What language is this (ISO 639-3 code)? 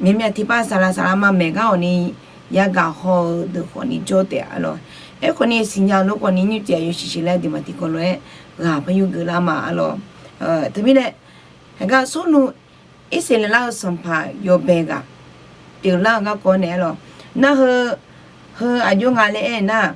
ahk